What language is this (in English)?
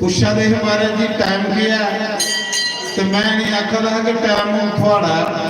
Dogri